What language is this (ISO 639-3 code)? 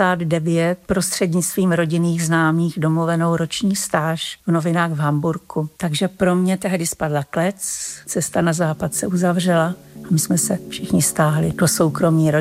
ces